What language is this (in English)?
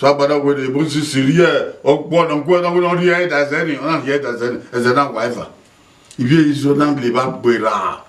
Bini